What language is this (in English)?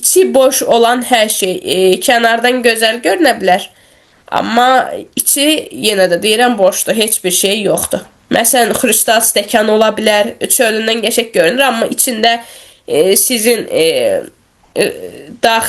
Azerbaijani